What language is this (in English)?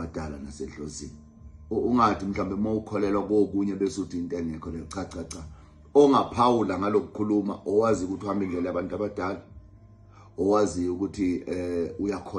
Zulu